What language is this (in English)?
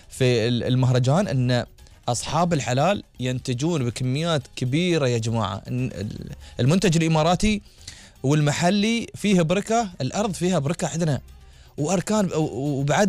Gulf Arabic